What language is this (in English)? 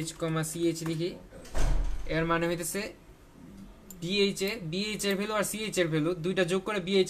Bangla